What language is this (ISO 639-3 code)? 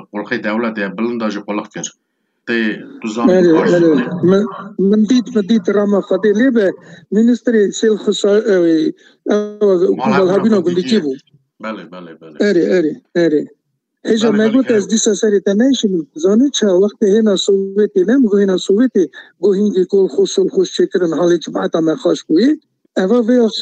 kur